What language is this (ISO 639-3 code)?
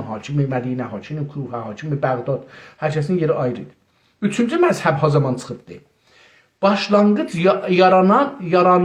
azb